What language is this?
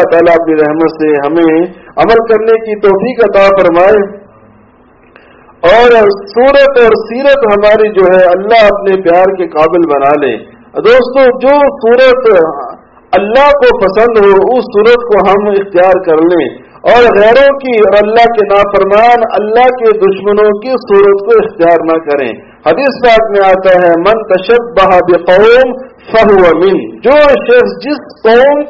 Urdu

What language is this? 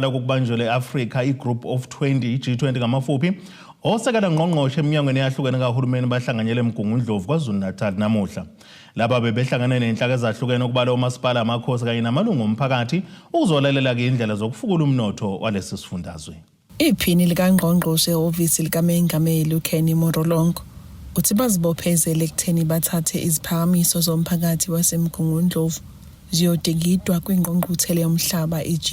Zulu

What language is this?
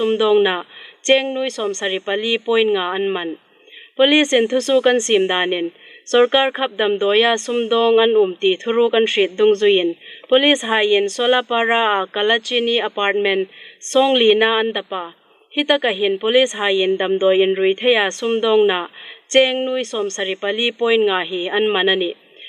Hmar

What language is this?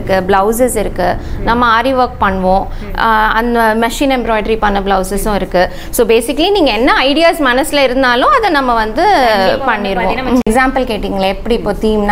Tamil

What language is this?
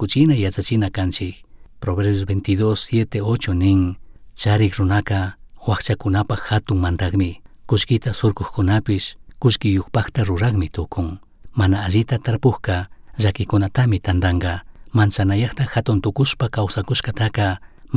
Chimborazo Highland Quichua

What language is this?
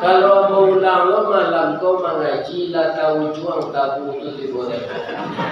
Minangkabau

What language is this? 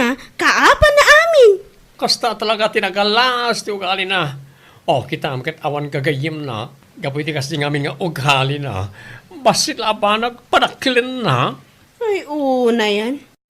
Iloko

